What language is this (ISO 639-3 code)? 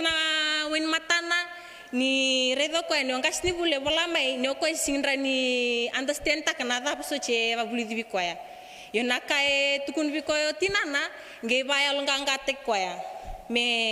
fij